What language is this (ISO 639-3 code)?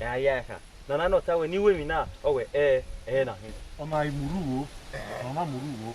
bin